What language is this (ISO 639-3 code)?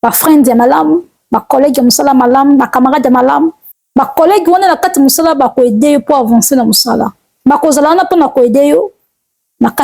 lin